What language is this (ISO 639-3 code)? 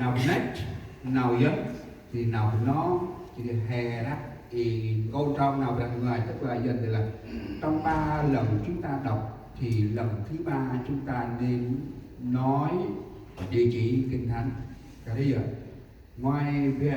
cmo